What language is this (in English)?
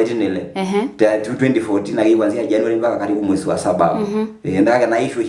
Masai